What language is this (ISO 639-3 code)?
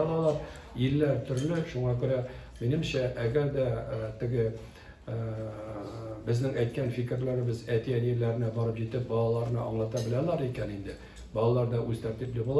tat